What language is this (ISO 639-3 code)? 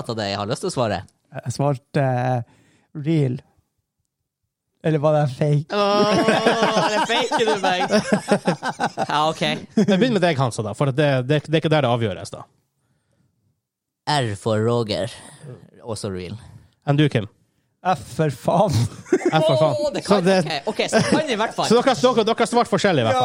nor